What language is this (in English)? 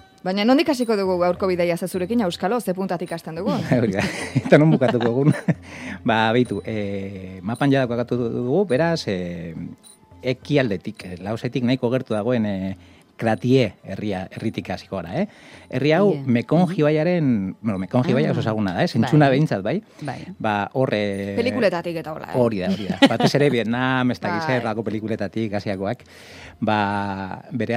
Basque